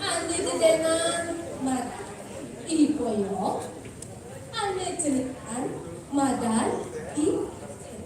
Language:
Balinese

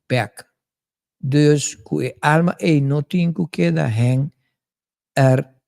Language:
Papiamento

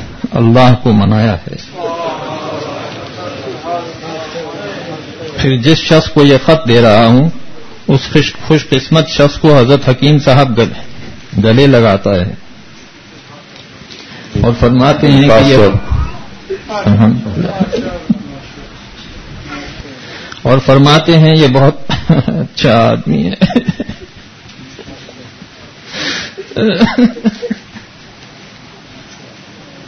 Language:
Urdu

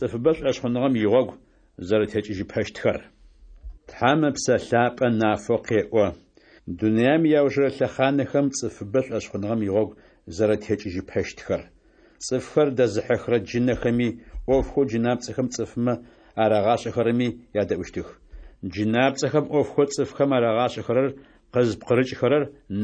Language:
Adyghe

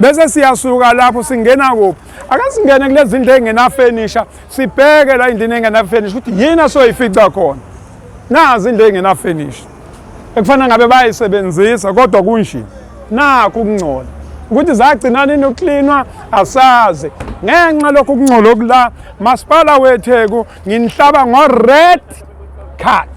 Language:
Zulu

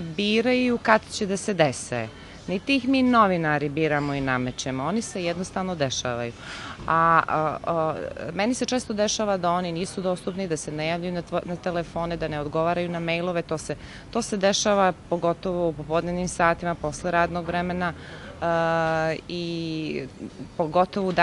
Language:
Serbian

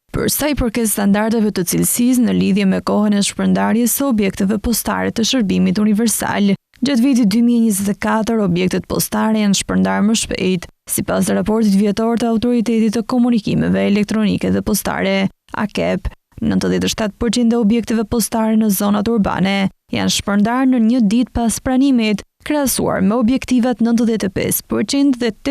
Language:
Albanian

